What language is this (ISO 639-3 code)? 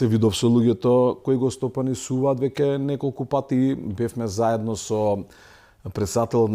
mkd